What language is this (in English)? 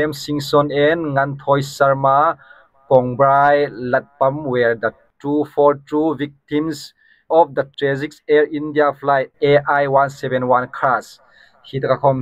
Hmar